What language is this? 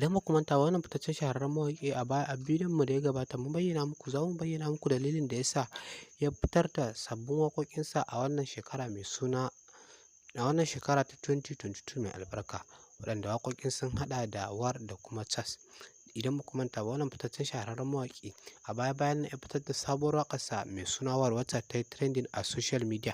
Hausa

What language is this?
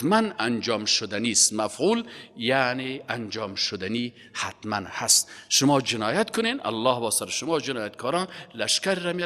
Persian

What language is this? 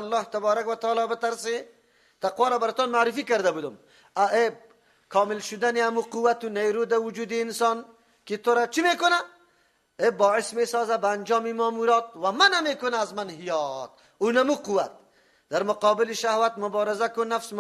Persian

